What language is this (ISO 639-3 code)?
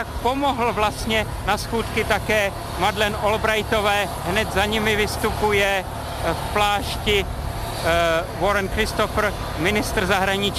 ces